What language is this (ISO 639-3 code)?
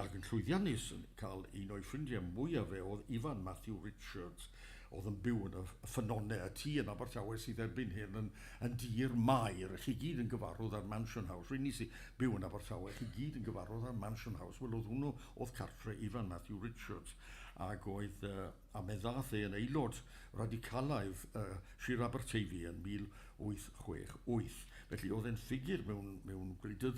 cym